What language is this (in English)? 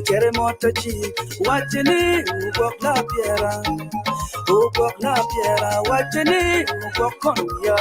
Acoli